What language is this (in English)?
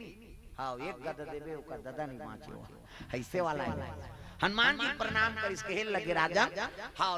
Chhattisgarhi